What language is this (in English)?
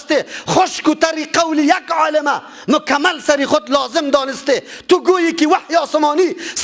Persian